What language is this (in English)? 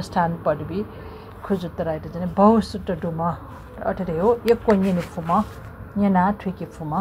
Newari